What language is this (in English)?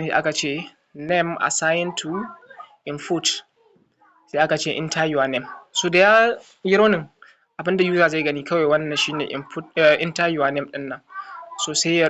Hausa